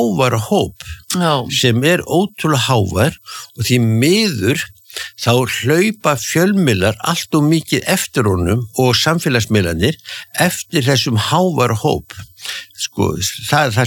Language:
Icelandic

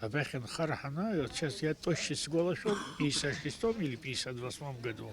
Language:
Abkhazian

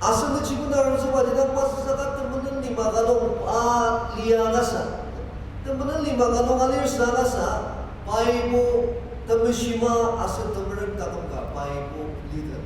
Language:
Ao Naga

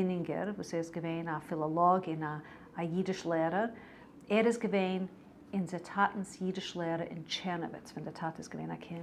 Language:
Yiddish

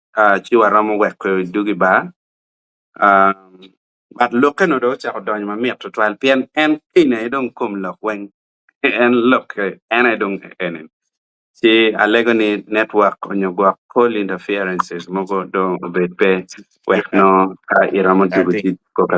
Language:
Acoli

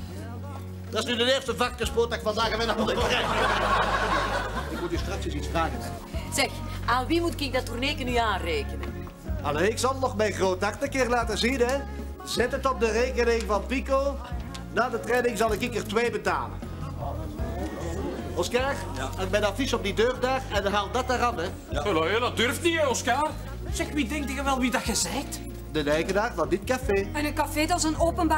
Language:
Dutch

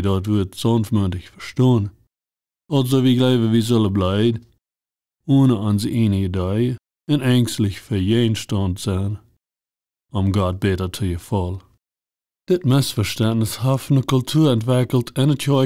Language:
Plautdietsch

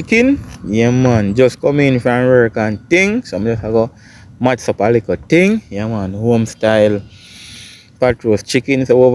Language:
Jamaican Creole English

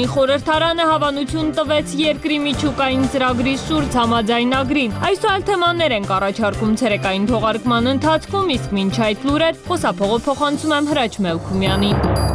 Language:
Armenian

